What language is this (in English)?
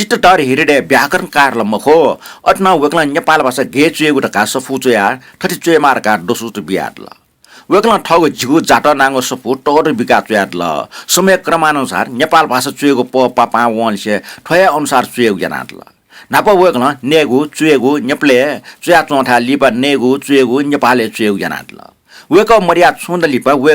Newari